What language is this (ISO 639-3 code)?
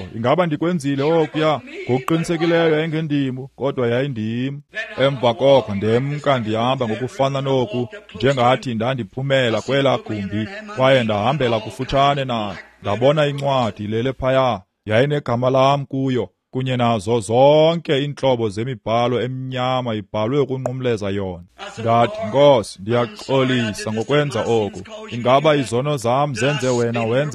xho